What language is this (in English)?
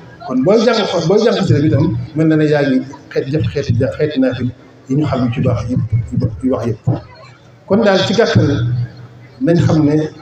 Wolof